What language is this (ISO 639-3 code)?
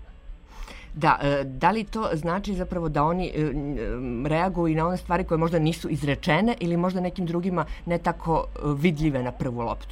srp